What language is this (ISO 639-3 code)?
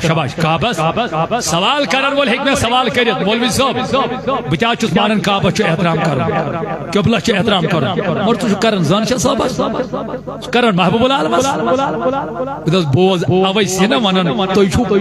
kas